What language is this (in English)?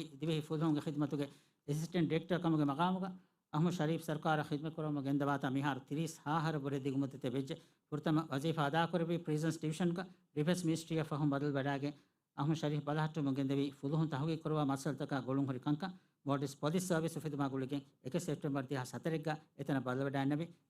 Divehi